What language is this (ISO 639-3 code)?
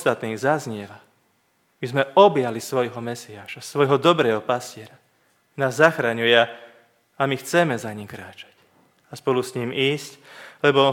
slk